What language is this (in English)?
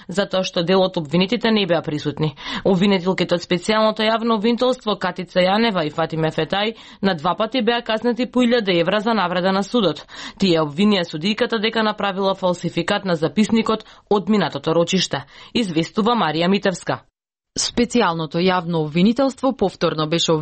Macedonian